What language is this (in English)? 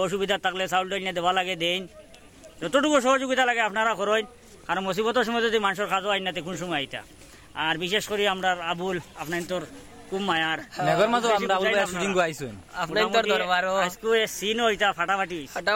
Sylheti